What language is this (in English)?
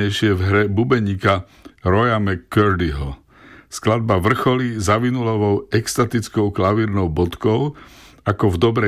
Slovak